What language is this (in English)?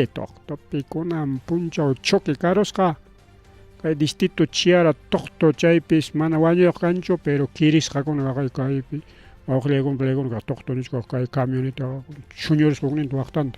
Ayacucho Quechua